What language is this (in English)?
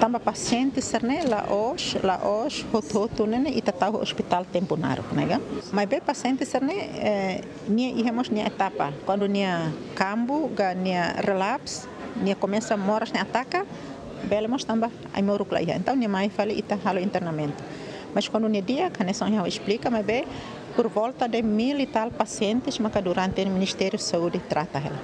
Tetum